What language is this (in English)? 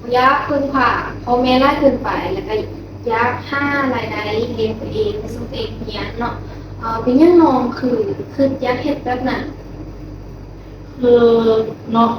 Lao